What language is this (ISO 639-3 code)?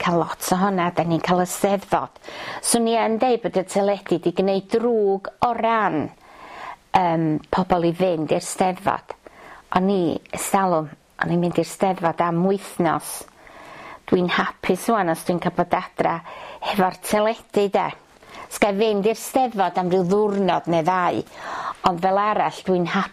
cym